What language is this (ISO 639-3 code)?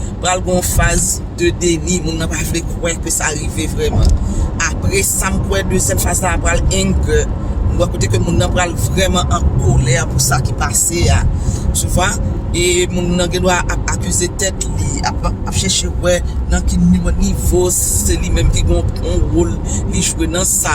hat